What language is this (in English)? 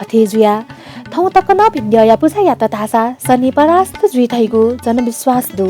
Newari